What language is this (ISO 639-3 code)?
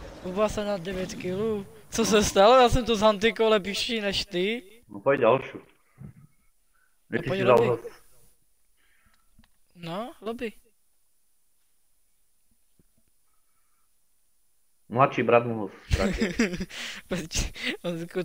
ces